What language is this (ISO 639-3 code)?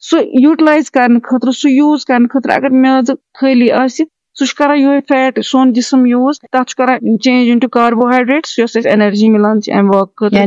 kas